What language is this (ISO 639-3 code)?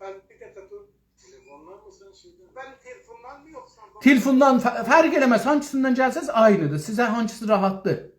azb